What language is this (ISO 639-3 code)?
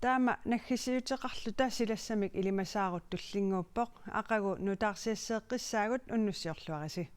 kal